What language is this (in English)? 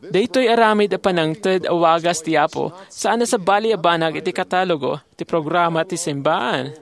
Iloko